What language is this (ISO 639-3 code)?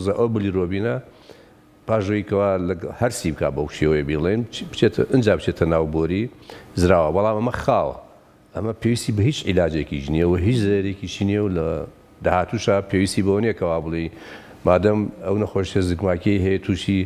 ckb